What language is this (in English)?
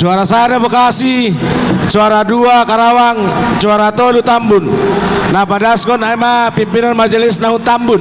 Batak Simalungun